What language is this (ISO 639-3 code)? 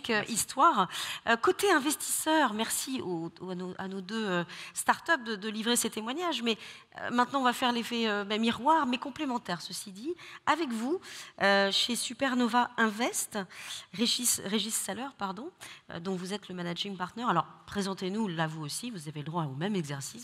fra